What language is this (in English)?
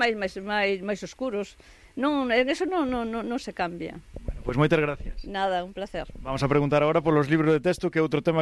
Galician